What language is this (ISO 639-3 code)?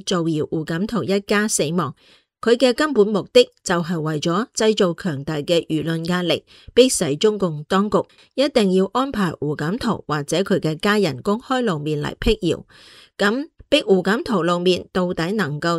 yue